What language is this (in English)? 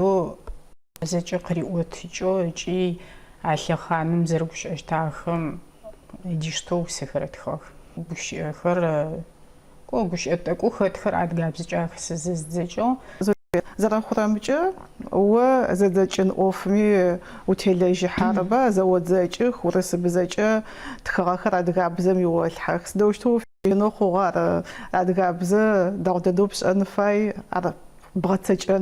Adyghe